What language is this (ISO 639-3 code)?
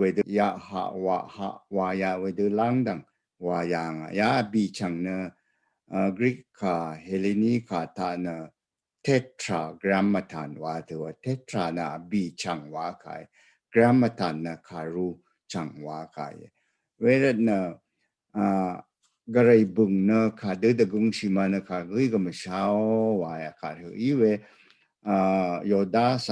raw